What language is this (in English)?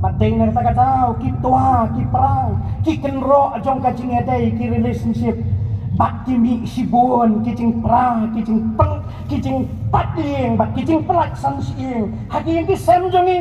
Khasi